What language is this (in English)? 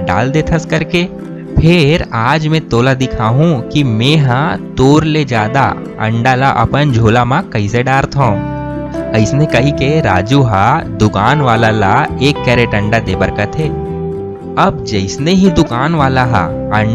Chhattisgarhi